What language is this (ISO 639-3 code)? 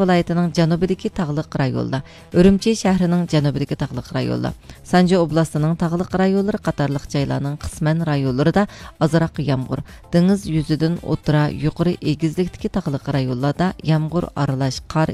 uig